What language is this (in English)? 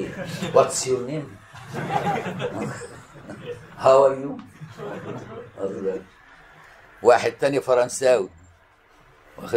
Egyptian Arabic